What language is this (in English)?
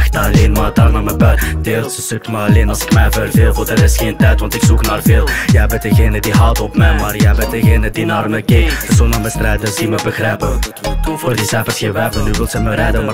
Dutch